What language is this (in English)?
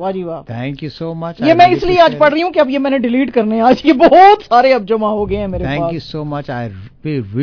Urdu